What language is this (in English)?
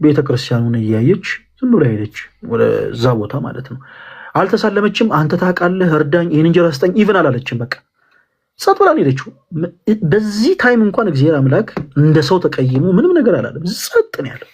Amharic